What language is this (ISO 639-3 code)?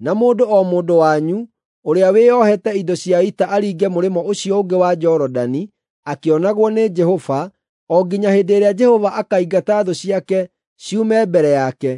kik